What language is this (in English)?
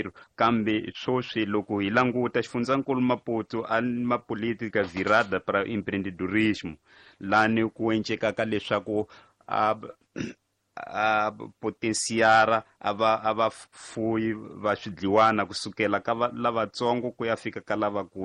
Tsonga